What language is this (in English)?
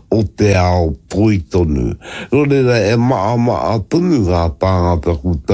Māori